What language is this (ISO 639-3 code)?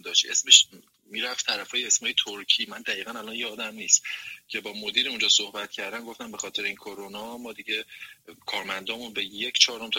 fas